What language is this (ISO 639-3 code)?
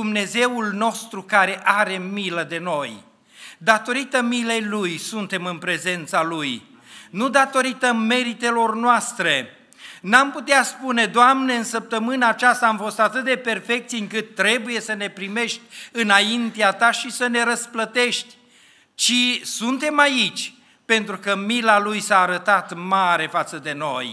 ron